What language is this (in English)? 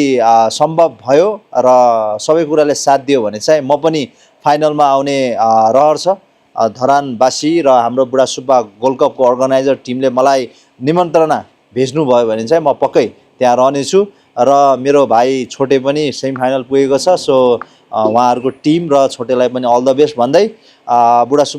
Nepali